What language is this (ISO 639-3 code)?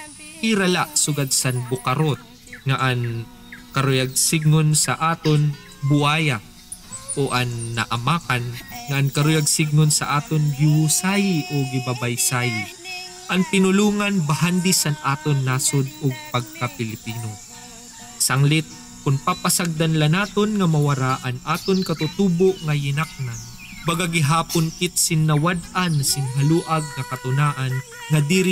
war